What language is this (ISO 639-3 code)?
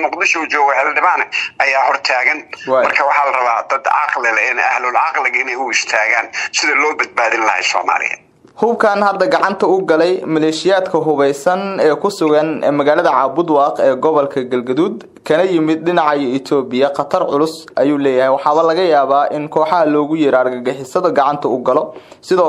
som